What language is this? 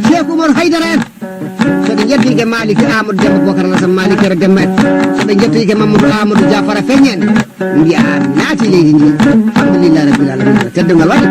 Fula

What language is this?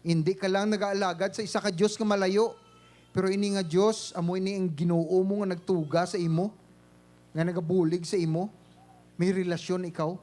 Hiligaynon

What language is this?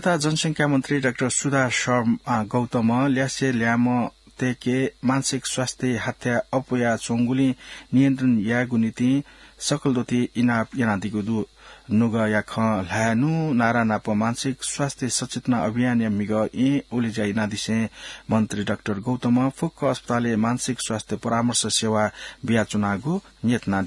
Newari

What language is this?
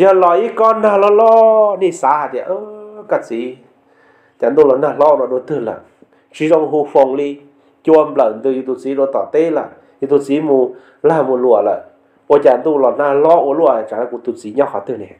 Hmong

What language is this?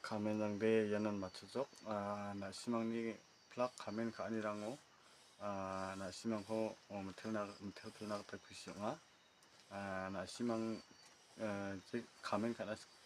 Garo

